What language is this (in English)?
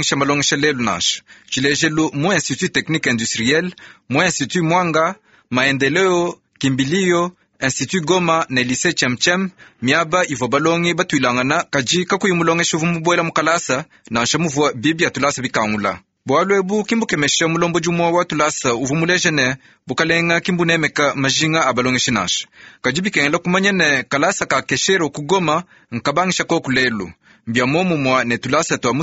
Luba-Lulua